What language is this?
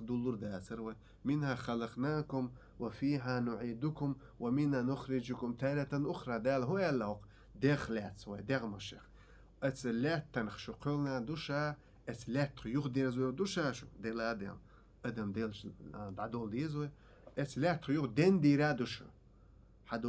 Chechen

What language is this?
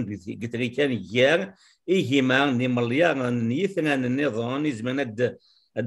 Kabyle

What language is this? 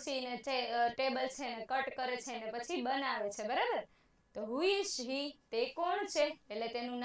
Gujarati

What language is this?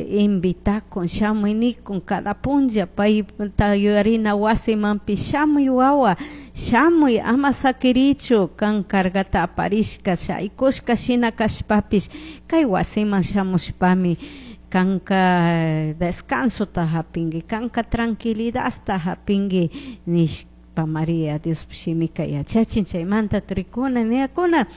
Chimborazo Highland Quichua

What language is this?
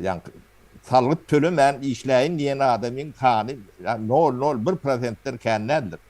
Turkmen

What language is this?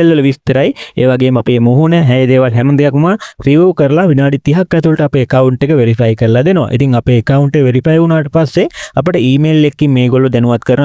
Sinhala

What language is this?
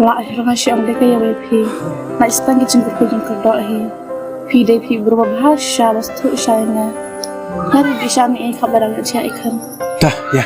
Khasi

